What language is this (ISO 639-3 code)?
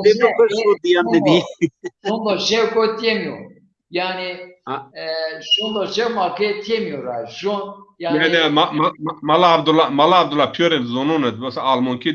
zza